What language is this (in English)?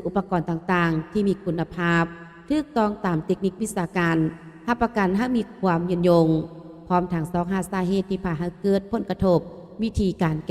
Lao